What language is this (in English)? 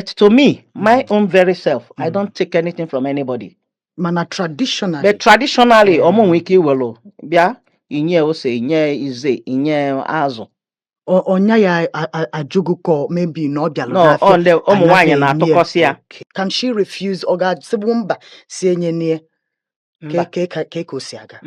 Igbo